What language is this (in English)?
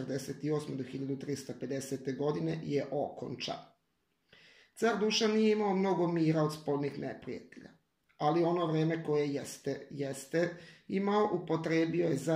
Serbian